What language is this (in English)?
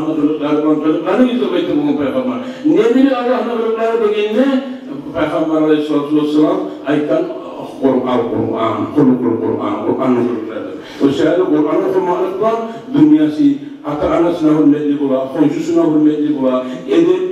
Kumyk